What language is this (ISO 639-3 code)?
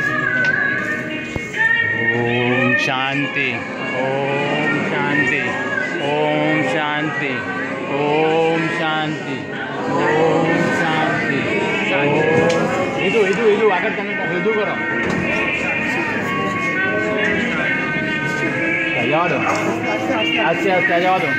hin